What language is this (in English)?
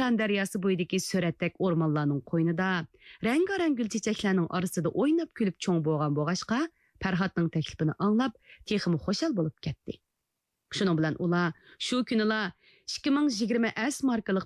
Uyghur